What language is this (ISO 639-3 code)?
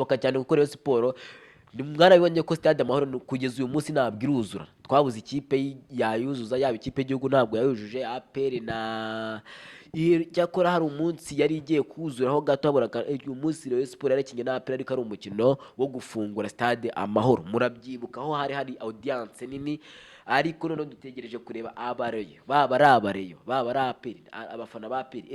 kin